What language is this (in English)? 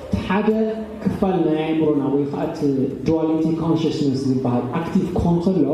Tigrinya